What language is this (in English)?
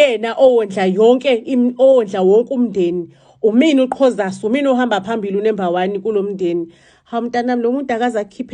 Zulu